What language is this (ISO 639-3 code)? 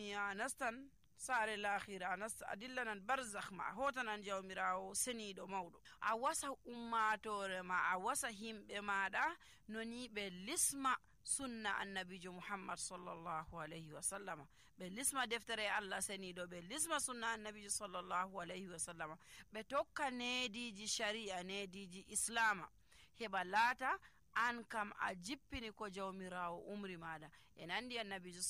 fuv